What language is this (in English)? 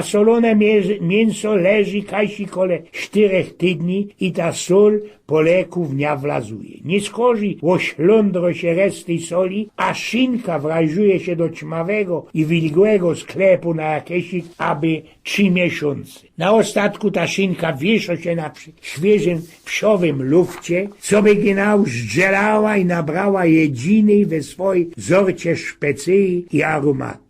Silesian